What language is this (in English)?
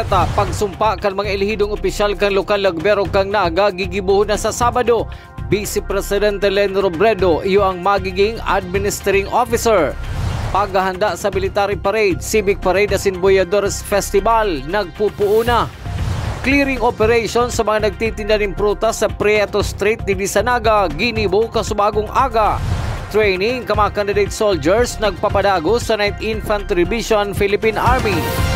Bikol